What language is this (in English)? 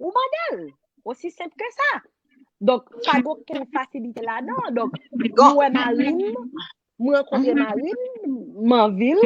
Haitian Creole